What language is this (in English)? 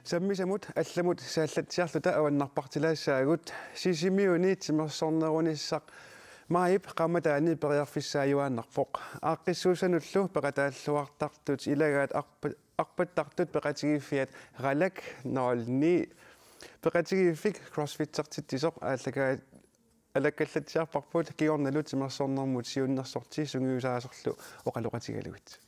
Kalaallisut